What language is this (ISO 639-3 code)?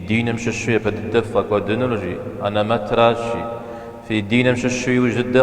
kbd